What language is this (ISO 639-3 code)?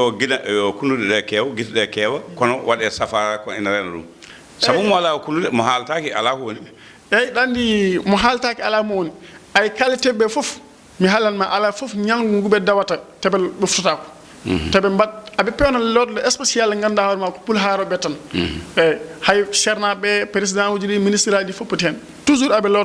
ful